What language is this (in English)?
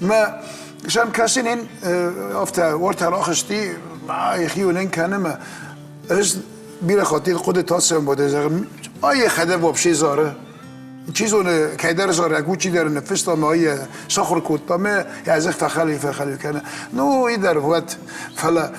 Ossetic